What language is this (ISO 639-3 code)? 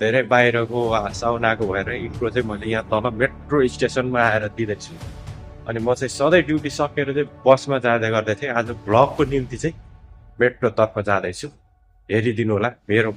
nep